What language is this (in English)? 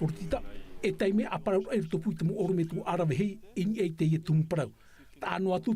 Tahitian